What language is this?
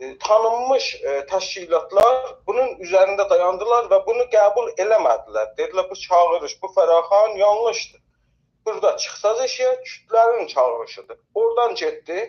South Azerbaijani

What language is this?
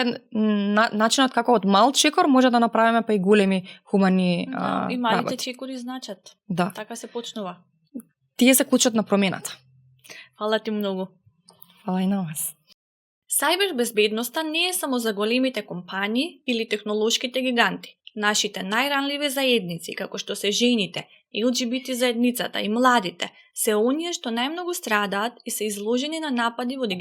Macedonian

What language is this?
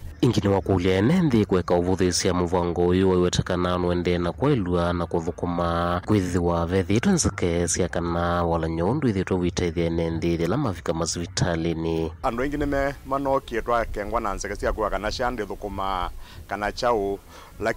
Kamba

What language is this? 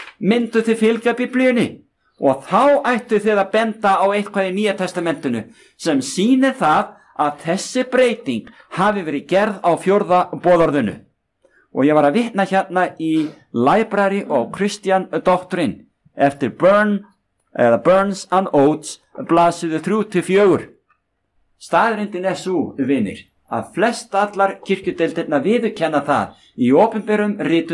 Icelandic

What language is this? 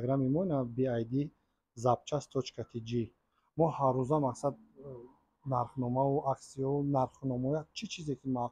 Tajik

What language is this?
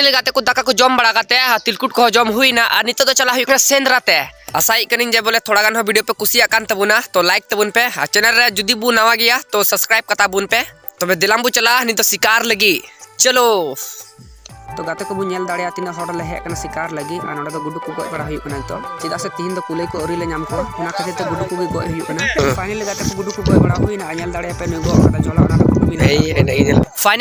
Santali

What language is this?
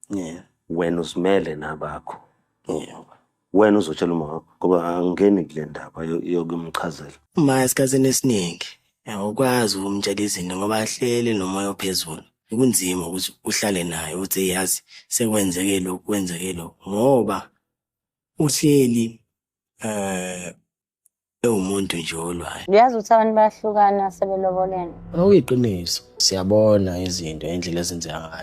Zulu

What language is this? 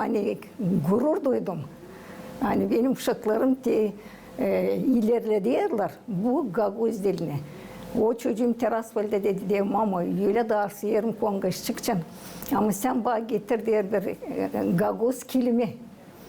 Gagauz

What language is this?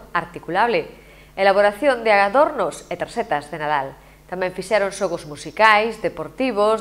Galician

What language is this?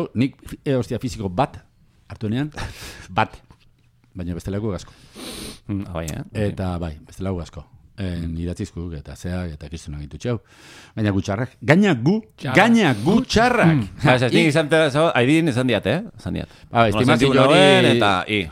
Basque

